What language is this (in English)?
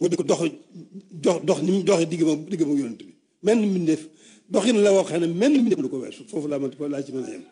Wolof